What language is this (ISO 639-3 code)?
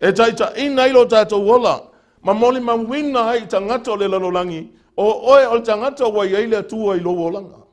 smo